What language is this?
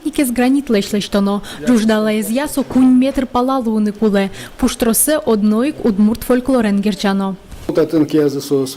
Udmurt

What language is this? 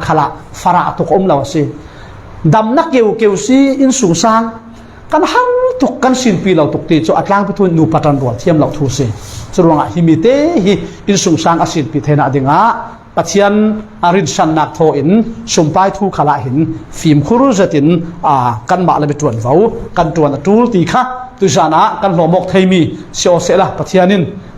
Falam Chin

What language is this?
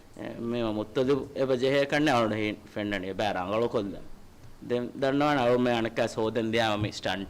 Divehi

